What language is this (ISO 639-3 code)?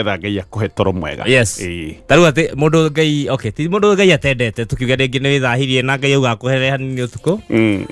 kik